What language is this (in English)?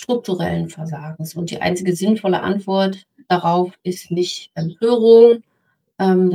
German